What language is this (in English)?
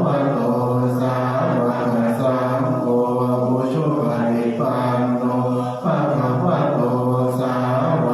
Pali